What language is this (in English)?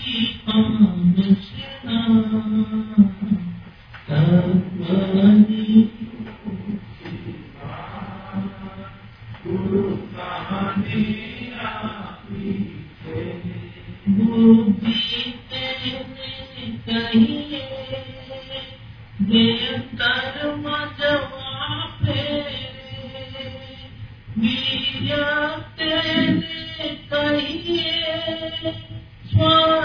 Gujarati